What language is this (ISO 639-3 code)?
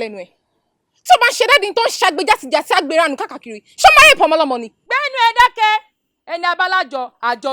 yor